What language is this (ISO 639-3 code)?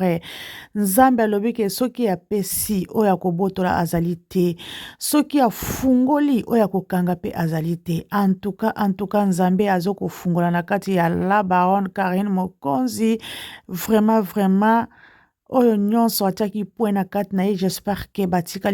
lin